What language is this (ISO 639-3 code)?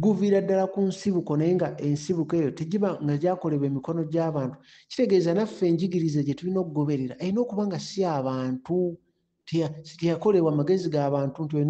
lug